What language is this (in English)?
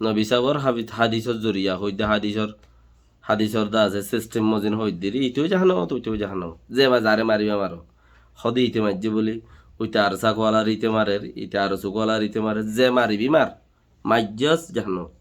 Rohingya